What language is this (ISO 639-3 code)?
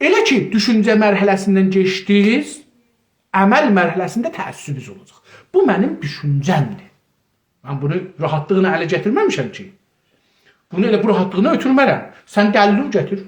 azb